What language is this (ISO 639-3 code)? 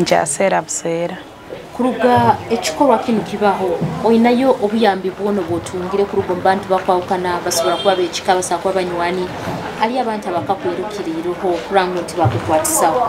nyo